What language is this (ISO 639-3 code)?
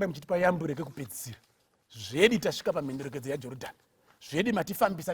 sna